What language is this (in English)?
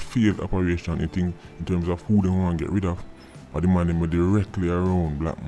Jamaican Creole English